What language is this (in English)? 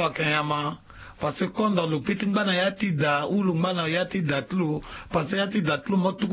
Sango